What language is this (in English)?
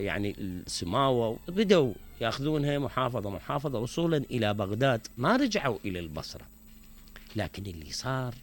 Mesopotamian Arabic